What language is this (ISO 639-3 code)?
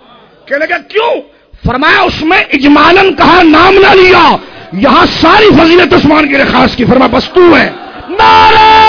urd